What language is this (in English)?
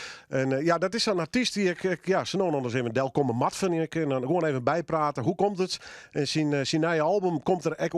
Western Frisian